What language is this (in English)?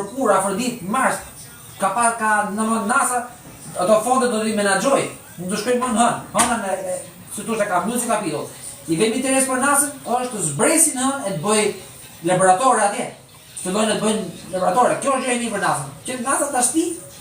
Albanian